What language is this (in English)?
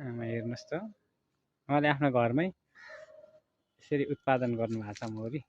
Nepali